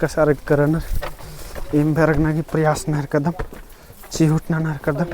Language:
Kurukh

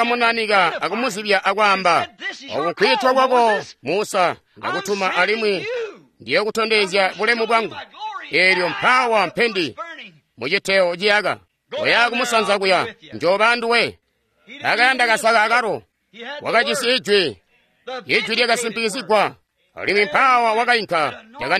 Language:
Tonga (Zambia)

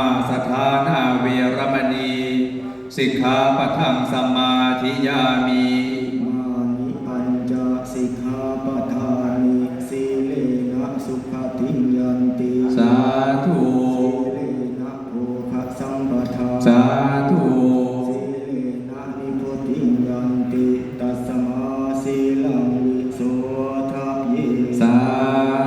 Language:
Pali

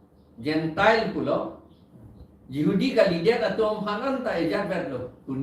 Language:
Karbi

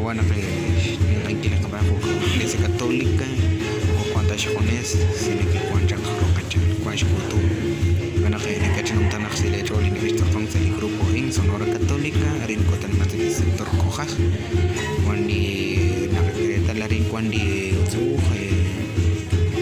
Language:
Kekchí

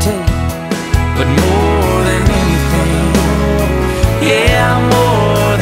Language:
English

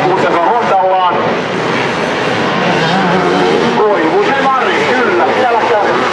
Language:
Finnish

